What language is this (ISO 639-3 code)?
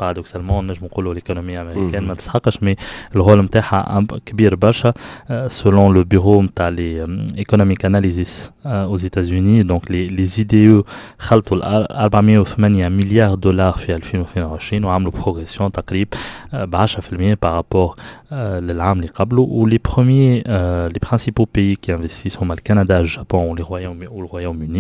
aeb